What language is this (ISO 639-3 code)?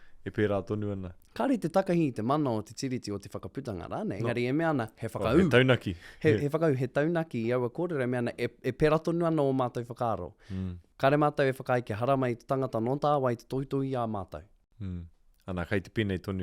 mri